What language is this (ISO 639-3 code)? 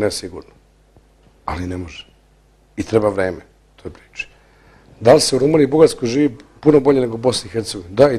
bos